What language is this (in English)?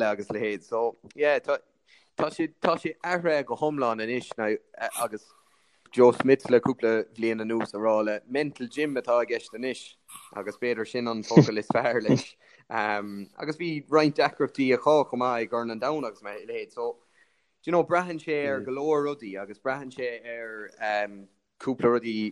Irish